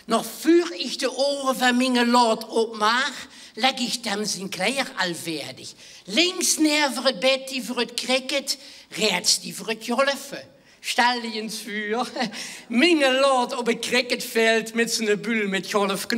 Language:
Limburgish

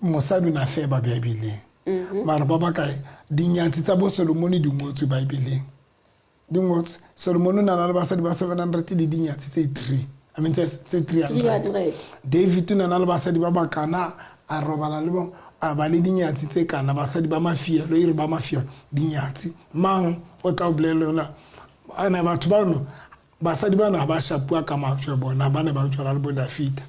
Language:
Southern Sotho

